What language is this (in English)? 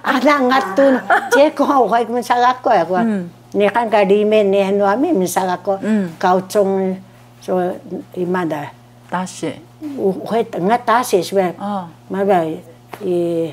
Taroko